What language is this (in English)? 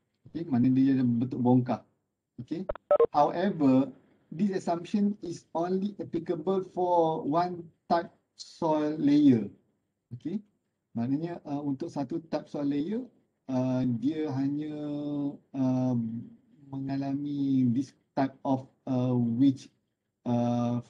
Malay